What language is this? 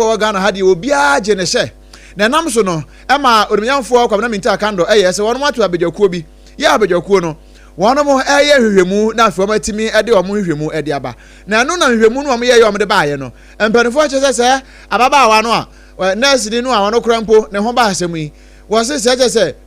Akan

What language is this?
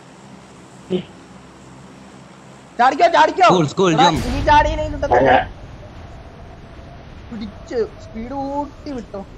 Malayalam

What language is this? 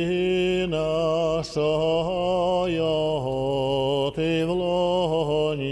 Ukrainian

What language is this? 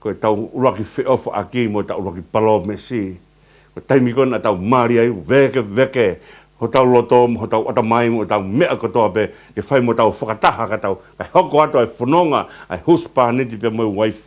Tongan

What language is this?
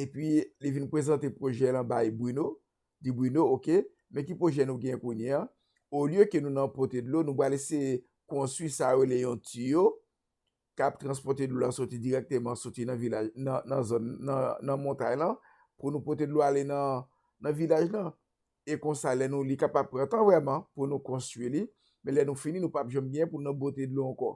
Haitian Creole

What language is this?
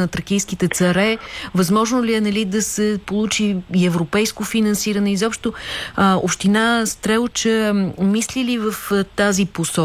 Bulgarian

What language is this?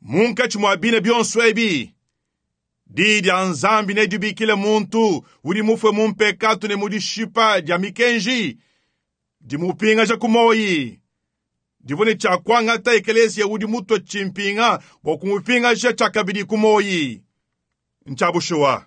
Luba-Lulua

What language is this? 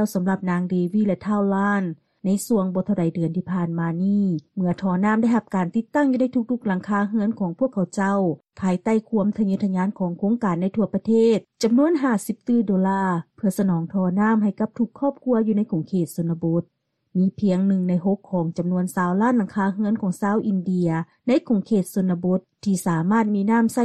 Lao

